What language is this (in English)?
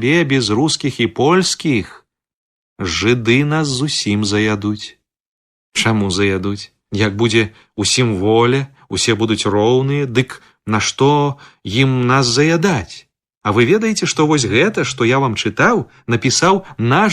Belarusian